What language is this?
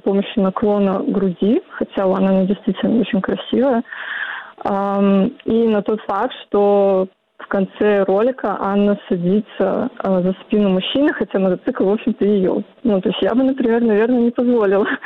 Russian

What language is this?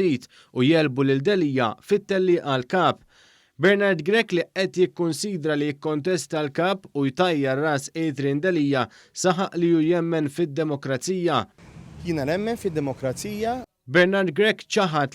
Maltese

